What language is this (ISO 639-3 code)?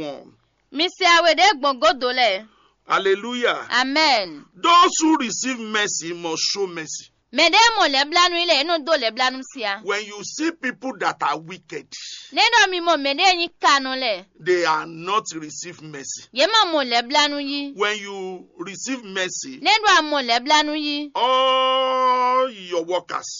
fon